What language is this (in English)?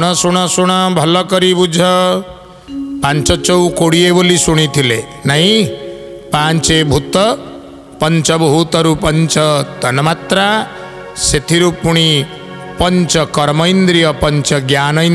Odia